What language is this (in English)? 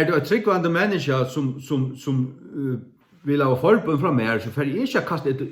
Faroese